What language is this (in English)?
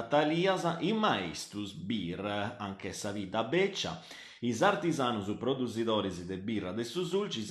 Sardinian